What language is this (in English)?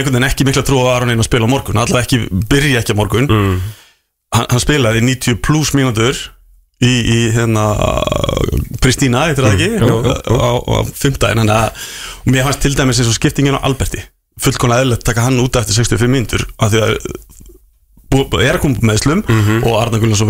Icelandic